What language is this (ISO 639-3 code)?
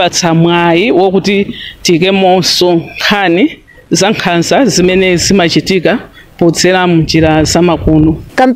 nya